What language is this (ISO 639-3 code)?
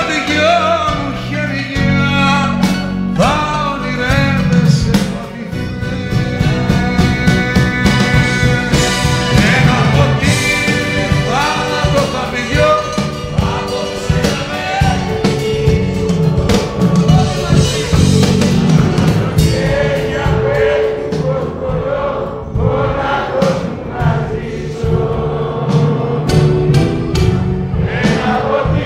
ell